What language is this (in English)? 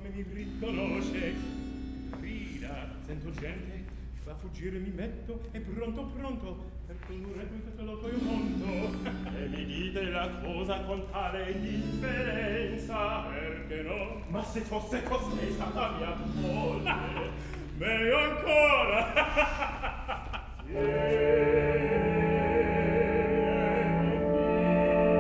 Italian